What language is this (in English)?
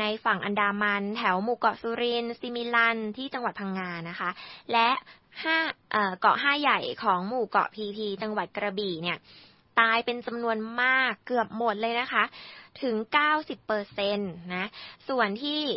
Thai